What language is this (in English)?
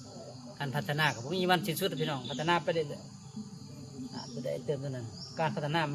Lao